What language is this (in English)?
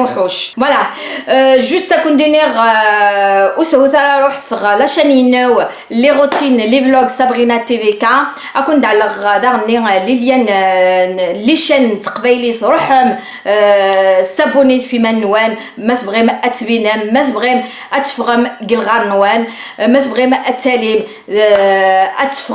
Kabyle